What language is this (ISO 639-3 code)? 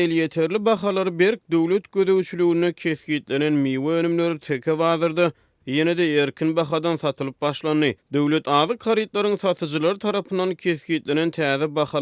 tuk